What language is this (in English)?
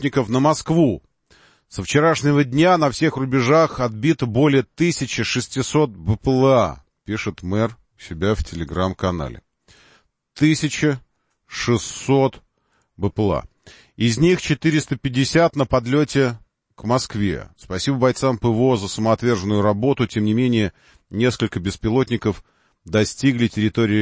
Russian